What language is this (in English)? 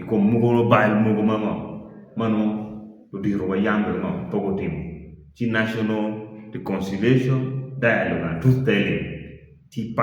Acoli